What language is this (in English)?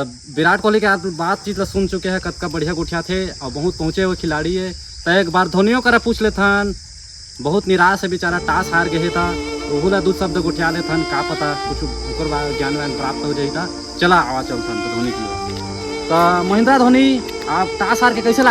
Chhattisgarhi